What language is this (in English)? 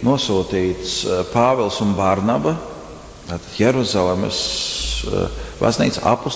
Latvian